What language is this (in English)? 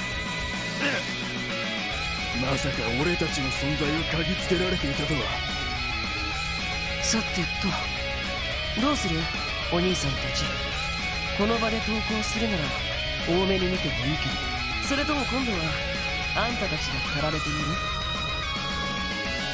Japanese